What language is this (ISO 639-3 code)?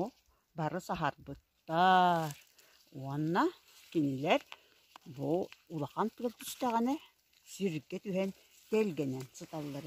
sah